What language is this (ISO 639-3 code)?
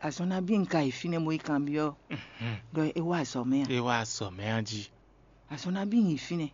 fon